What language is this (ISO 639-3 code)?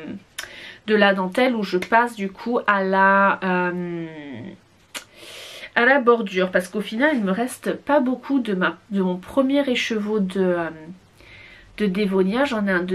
fra